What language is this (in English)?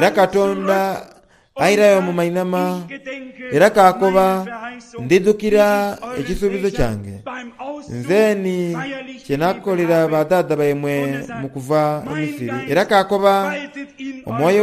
Soga